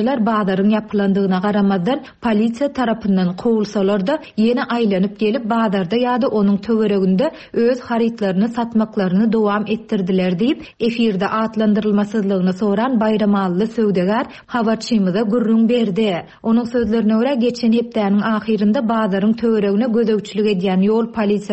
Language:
Turkmen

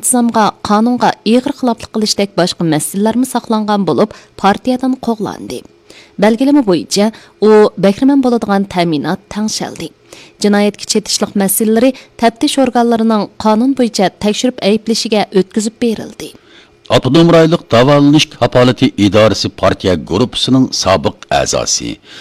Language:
Uyghur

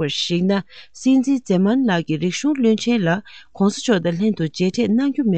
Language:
Tibetan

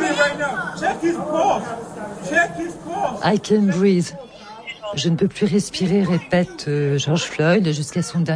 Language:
French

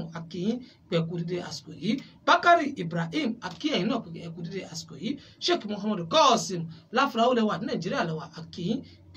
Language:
Yoruba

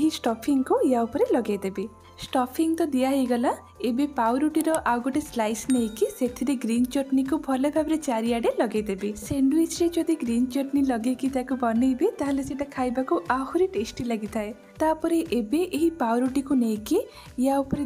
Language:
Odia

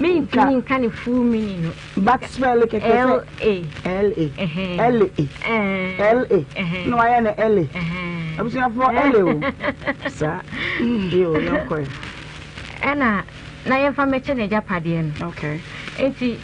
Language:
Akan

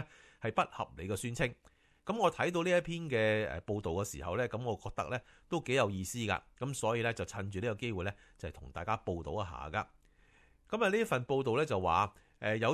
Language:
Cantonese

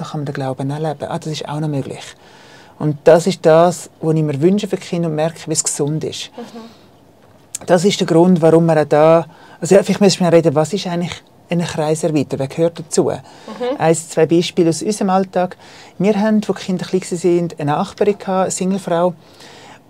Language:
Swiss German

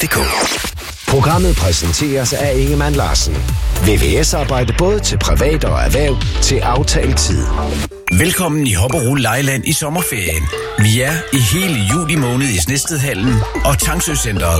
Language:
Danish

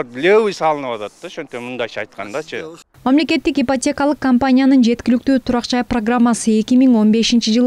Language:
Kyrgyz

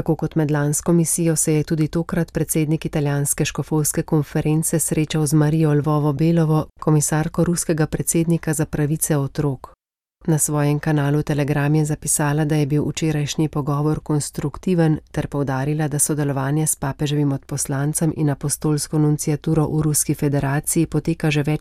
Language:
Slovenian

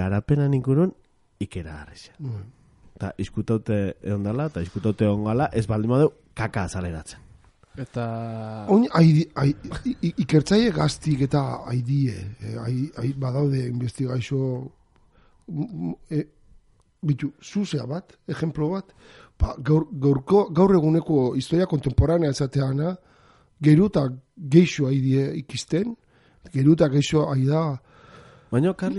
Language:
Basque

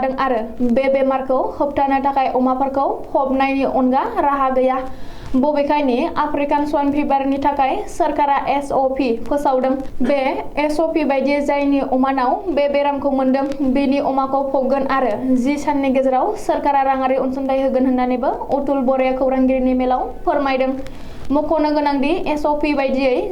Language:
Bodo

